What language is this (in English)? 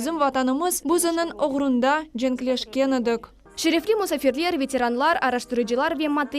Crimean Tatar